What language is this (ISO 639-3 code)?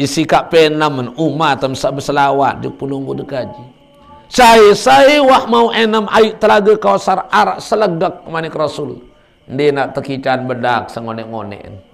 sas